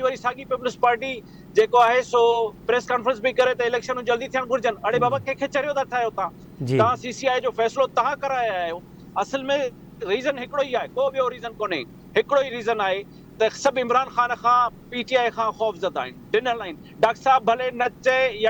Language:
Sindhi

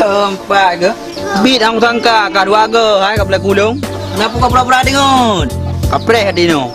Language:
Achinese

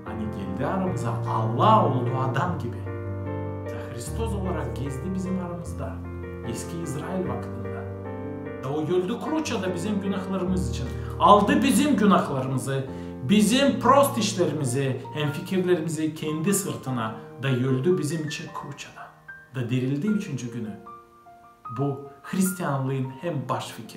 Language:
Gagauz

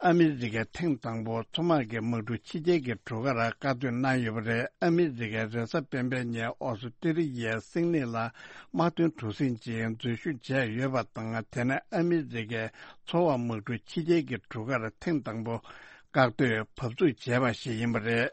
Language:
Tibetan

